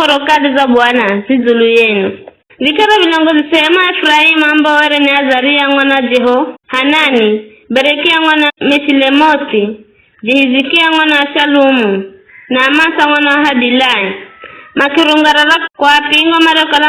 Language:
Giryama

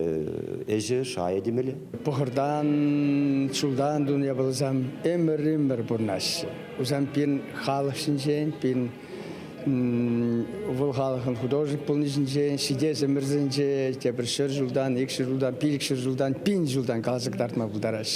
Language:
Chuvash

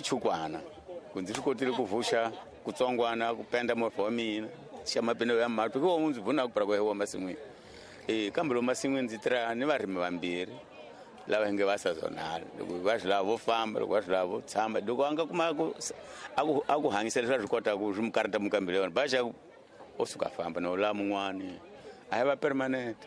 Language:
Tsonga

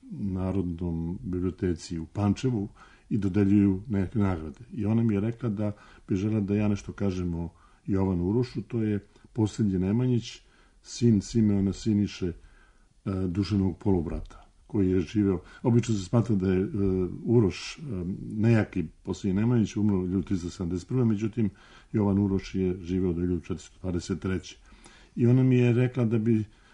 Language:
Serbian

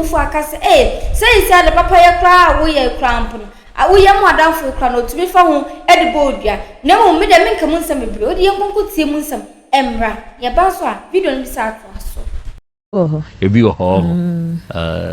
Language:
Akan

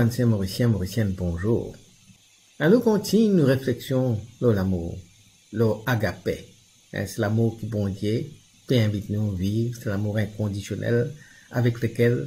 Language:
Morisyen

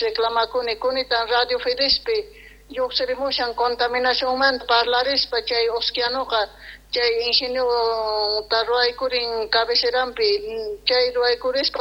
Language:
Quechua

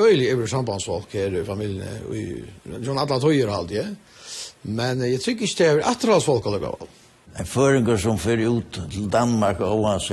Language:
Faroese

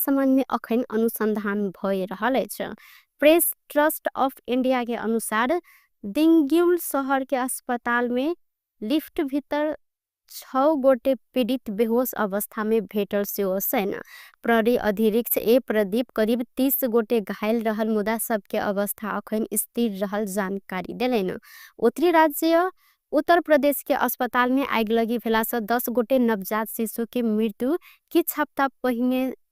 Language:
Maithili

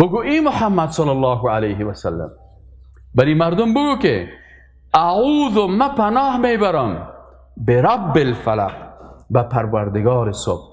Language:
Persian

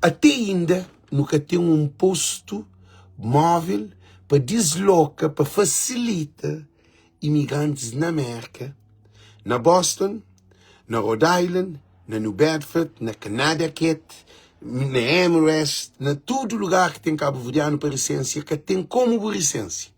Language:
Kabuverdianu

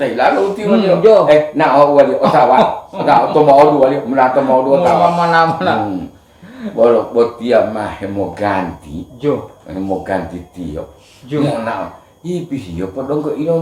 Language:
Gorontalo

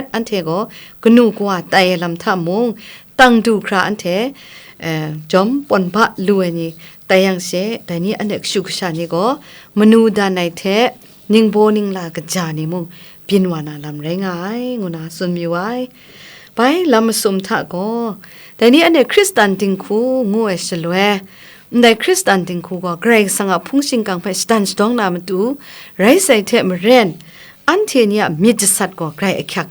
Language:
Kachin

